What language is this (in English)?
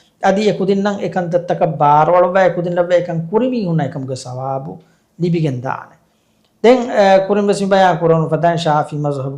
Divehi